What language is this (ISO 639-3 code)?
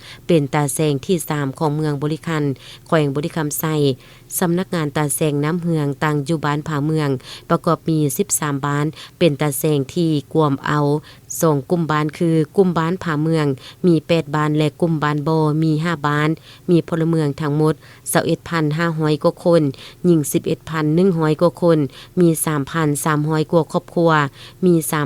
lao